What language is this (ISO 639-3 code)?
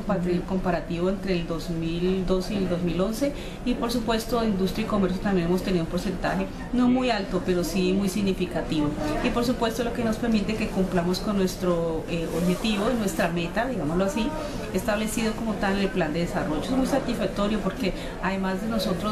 spa